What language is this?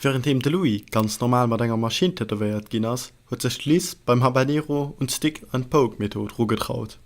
Luxembourgish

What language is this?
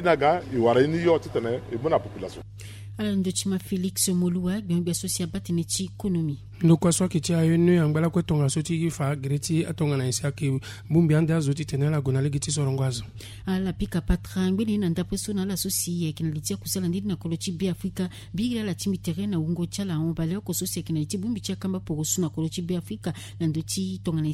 Sango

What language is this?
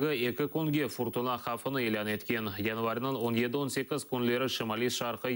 Crimean Tatar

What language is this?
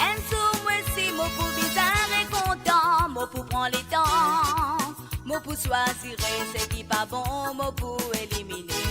Morisyen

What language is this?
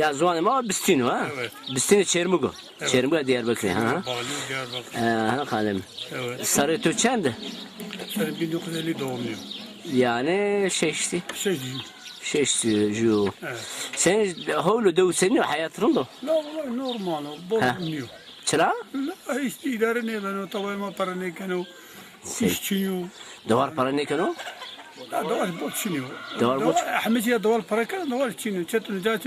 Zaza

